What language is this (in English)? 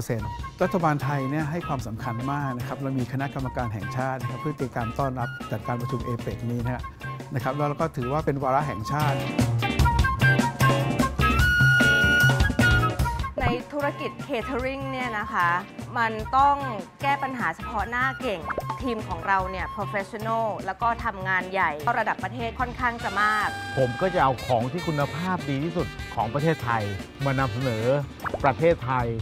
Thai